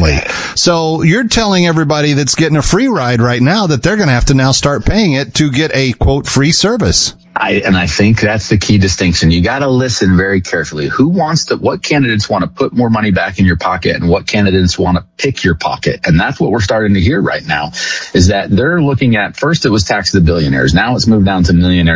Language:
English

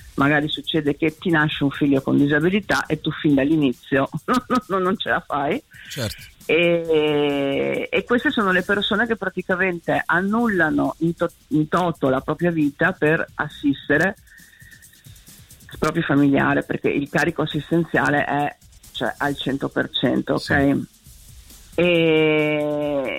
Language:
Italian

